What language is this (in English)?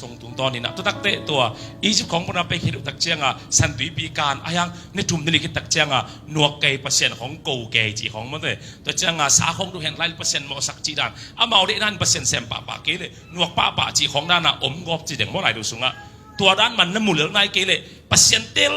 Tedim Chin